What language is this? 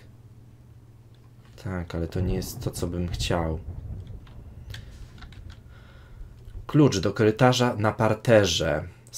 Polish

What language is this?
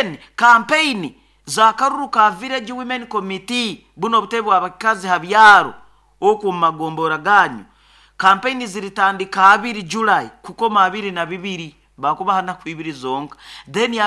Nyoro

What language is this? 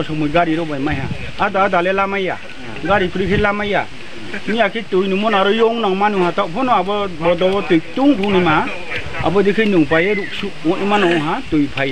Riang (India)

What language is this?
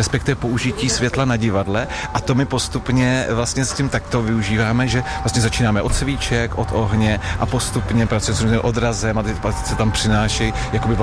Czech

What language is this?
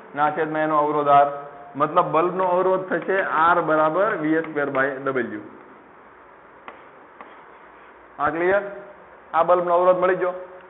Gujarati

